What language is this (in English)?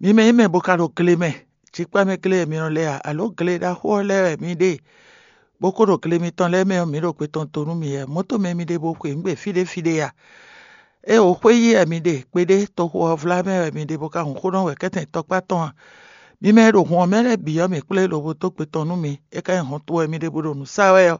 Fon